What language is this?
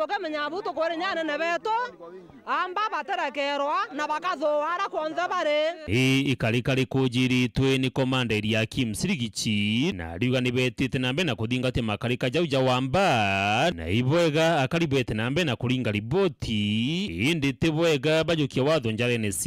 Meru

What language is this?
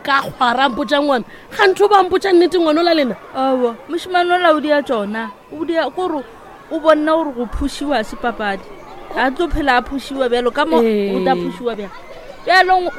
Northern Sotho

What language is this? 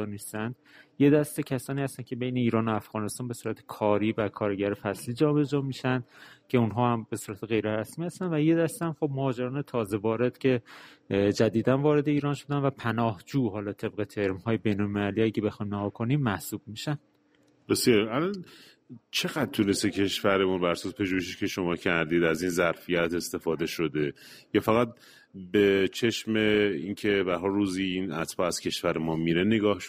Persian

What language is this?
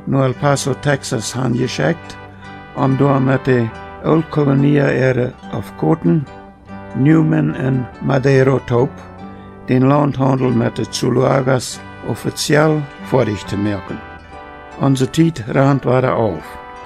Plautdietsch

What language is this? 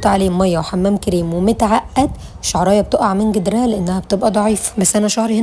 Egyptian Arabic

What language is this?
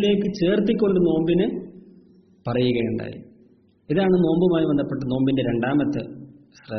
Malayalam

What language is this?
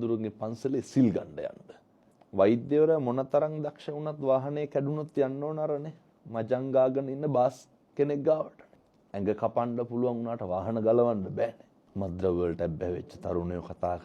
Sinhala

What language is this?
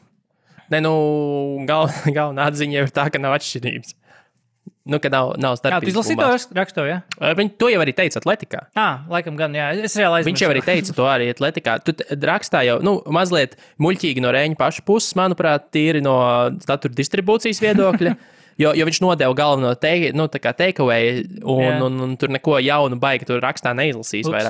Latvian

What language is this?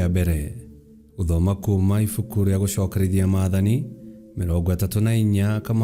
Kikuyu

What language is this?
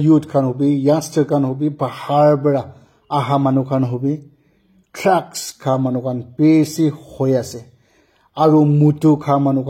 Naga Pidgin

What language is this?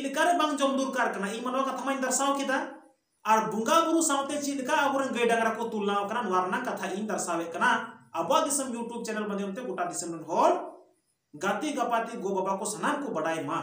Santali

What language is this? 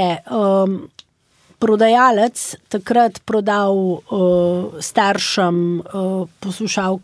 Slovenian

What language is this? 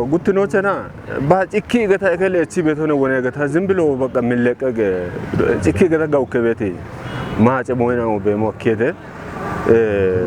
Kafa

